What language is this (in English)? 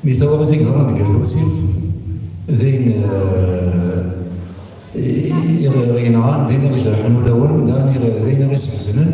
Kabyle